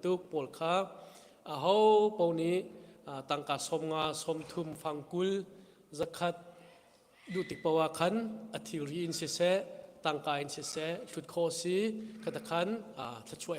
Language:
Hakha Chin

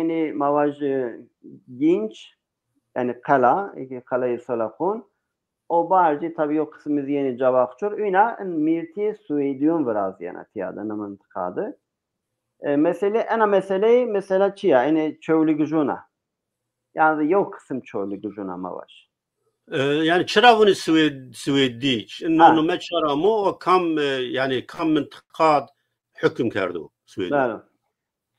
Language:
Zaza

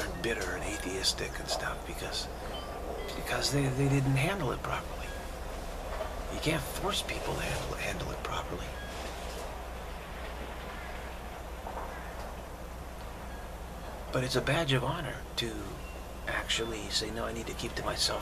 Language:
English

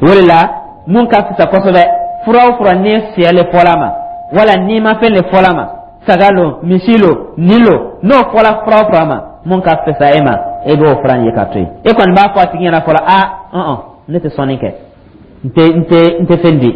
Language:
Dyula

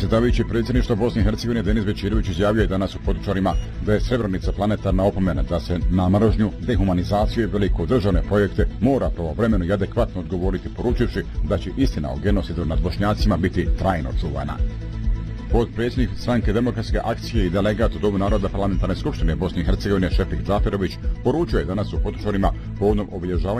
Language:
Bosnian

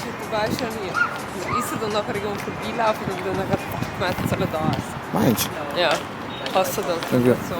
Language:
Swiss German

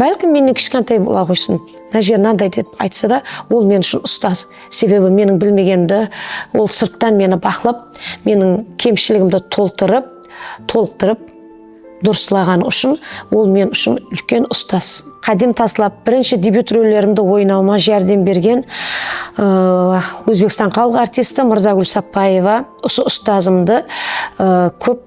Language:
Kara-Kalpak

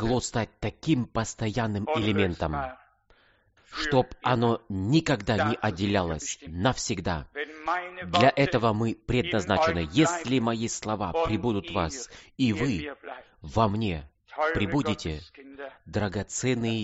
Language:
Russian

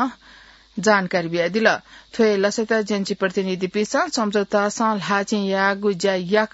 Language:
Newari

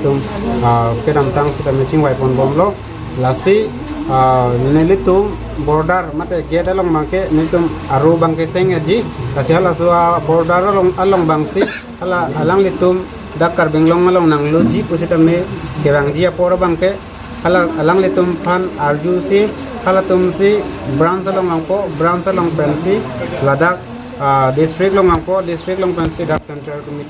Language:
Karbi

